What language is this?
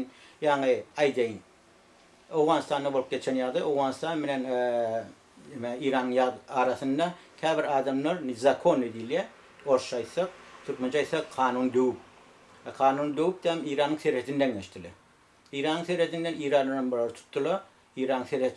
Turkmen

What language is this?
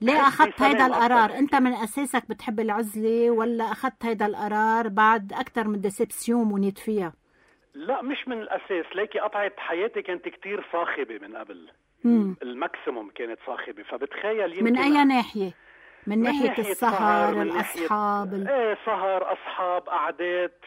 North Levantine Arabic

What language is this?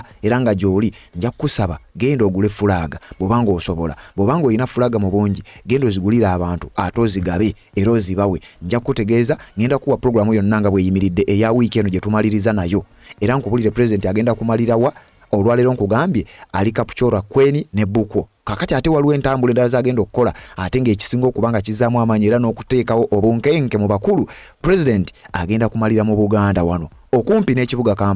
Ganda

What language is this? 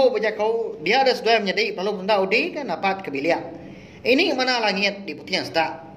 Iban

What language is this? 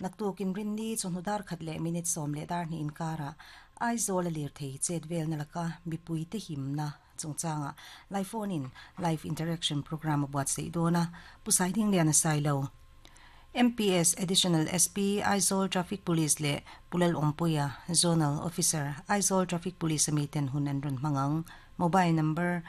Mizo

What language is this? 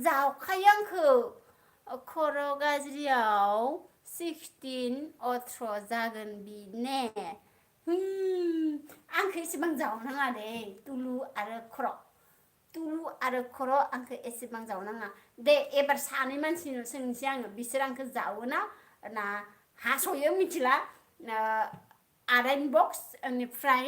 Bodo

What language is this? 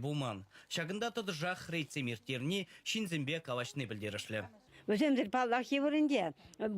Chuvash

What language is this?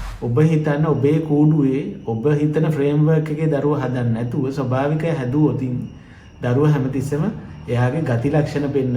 Sinhala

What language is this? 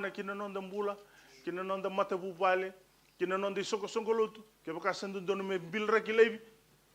Fijian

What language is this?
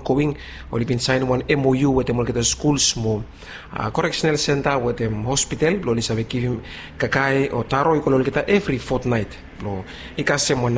Bislama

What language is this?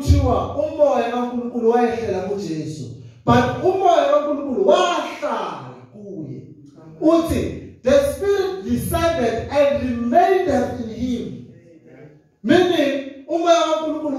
Zulu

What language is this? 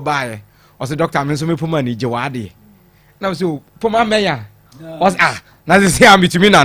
Akan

